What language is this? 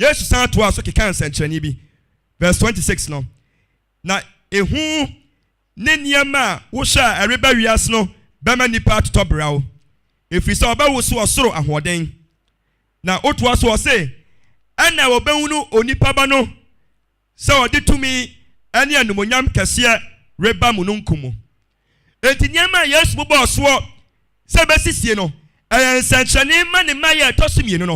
Akan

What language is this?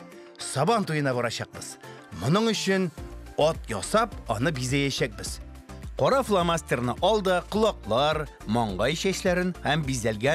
Tatar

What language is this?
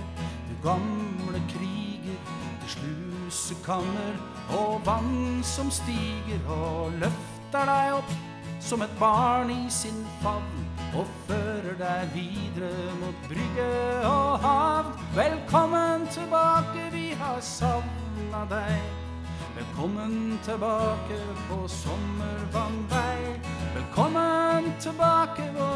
Norwegian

